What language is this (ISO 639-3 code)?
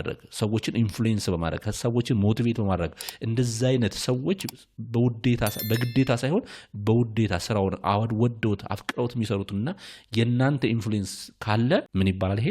amh